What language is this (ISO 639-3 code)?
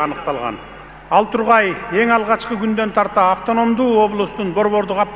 kir